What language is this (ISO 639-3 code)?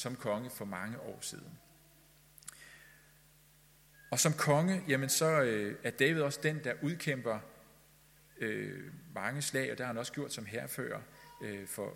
dan